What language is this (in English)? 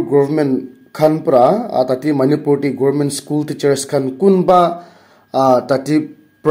Naga Pidgin